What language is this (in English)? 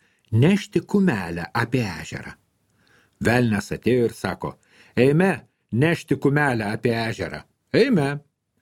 Lithuanian